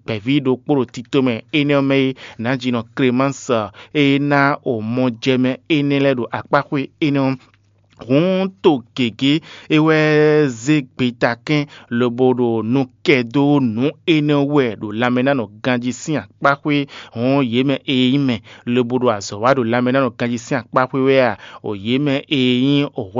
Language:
Fon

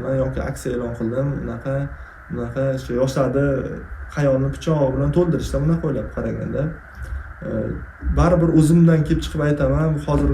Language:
Uzbek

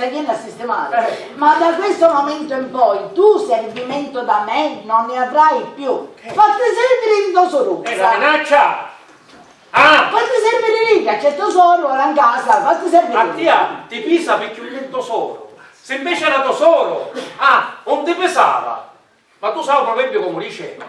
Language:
Sicilian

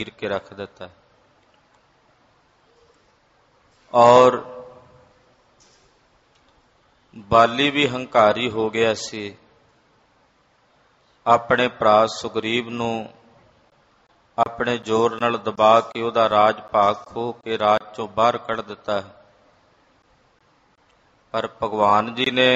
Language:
Punjabi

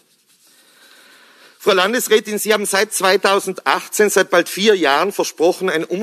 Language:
German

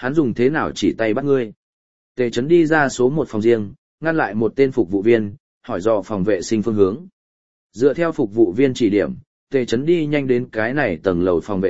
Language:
Vietnamese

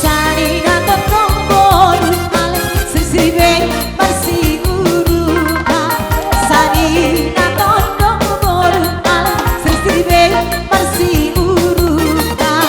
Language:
Batak Simalungun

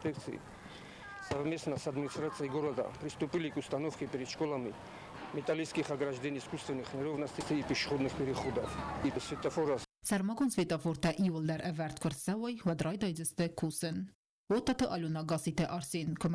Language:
Ossetic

